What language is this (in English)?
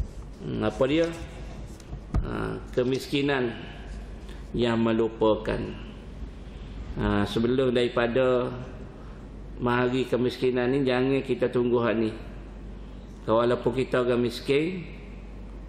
Malay